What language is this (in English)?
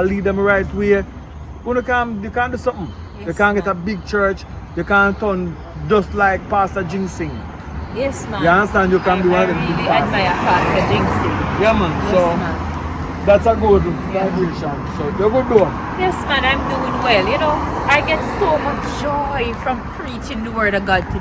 Jamaican Creole English